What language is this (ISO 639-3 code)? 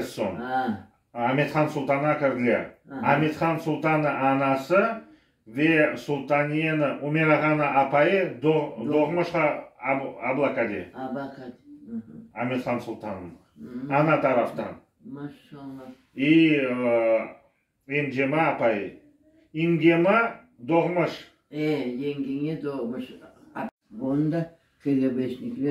crh